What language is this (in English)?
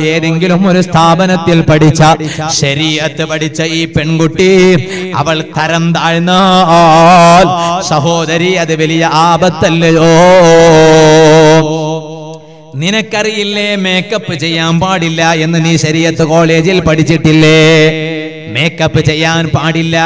Malayalam